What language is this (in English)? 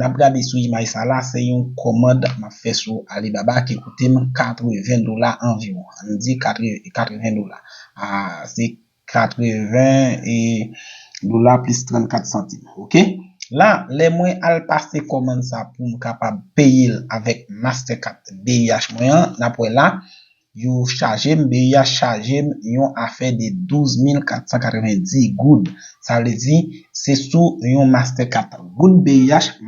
Haitian Creole